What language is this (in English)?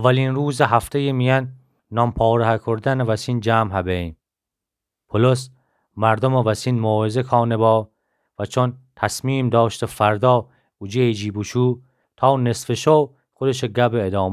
Gilaki